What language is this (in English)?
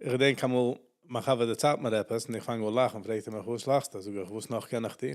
Yiddish